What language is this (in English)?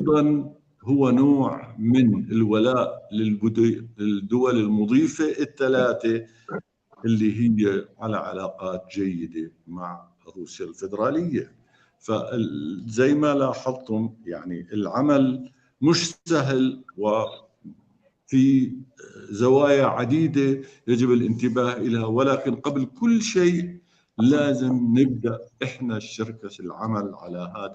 North Levantine Arabic